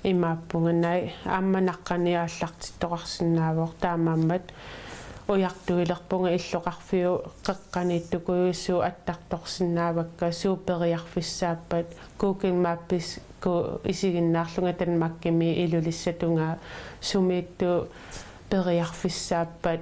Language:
Kalaallisut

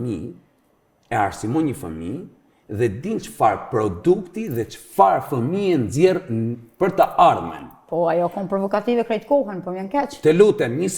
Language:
Albanian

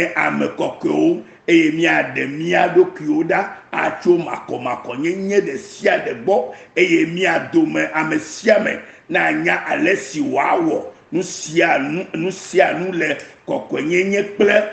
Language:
Ewe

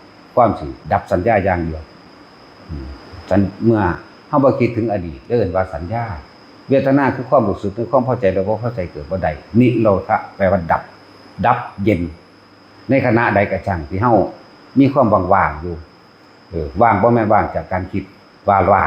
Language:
Lao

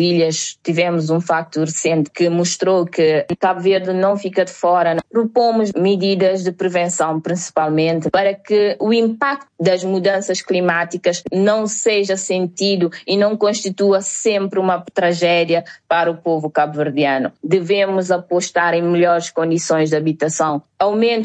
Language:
Portuguese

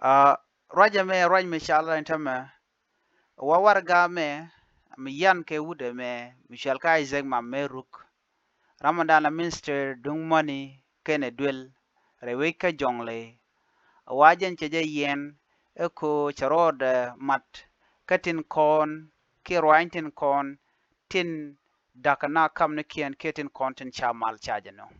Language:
Nuer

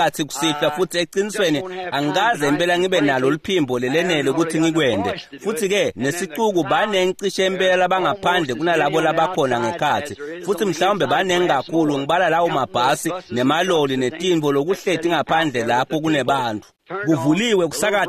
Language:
Swati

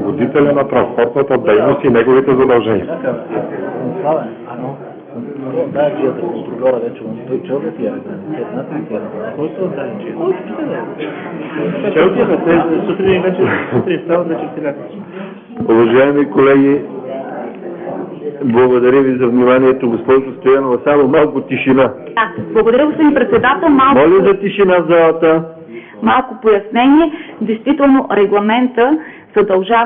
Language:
Bulgarian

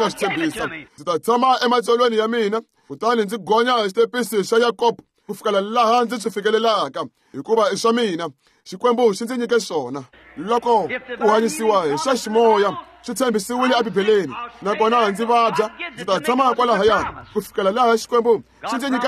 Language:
Tsonga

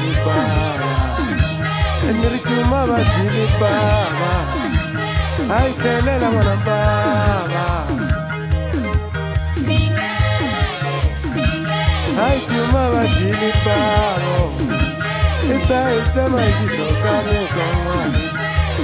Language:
Tsonga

